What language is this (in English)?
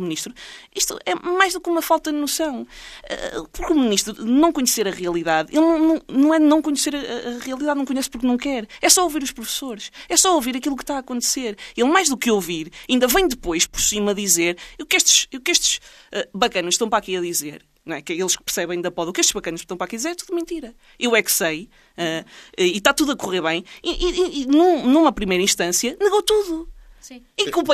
Portuguese